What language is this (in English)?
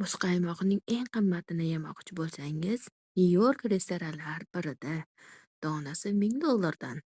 Uzbek